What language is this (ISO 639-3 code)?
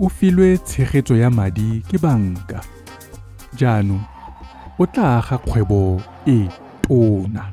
tsn